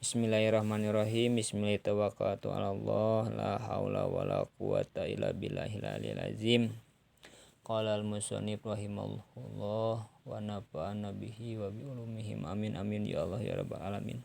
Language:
Sundanese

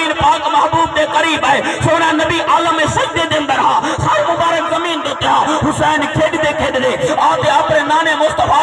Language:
Saraiki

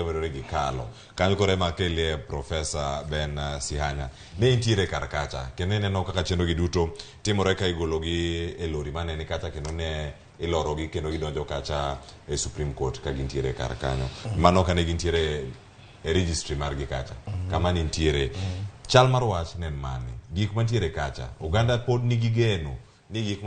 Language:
Luo (Kenya and Tanzania)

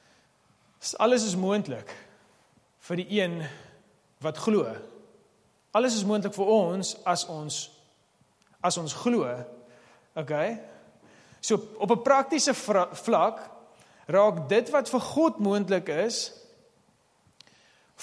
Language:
Afrikaans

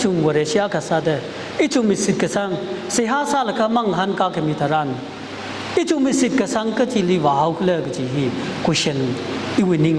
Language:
Tangkhul Naga (India)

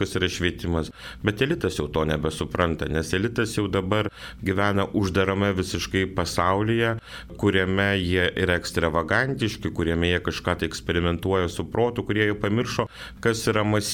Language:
Lithuanian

